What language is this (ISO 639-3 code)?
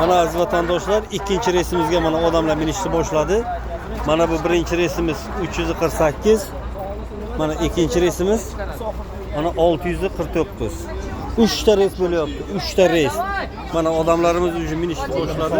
uzb